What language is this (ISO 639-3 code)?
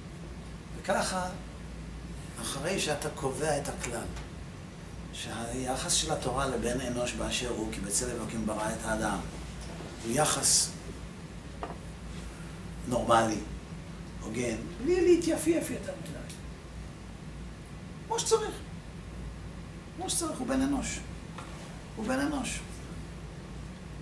heb